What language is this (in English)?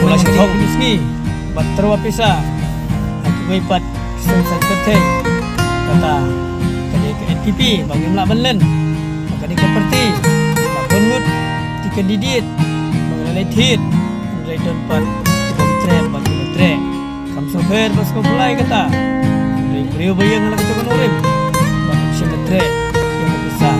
Khasi